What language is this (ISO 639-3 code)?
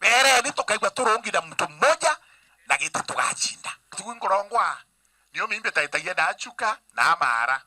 mer